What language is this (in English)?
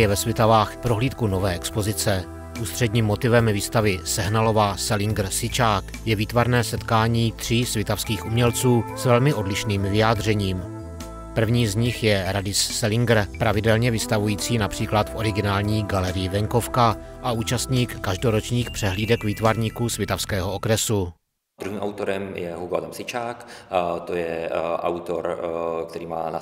Czech